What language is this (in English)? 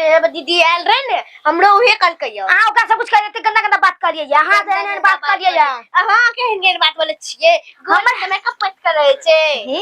Maithili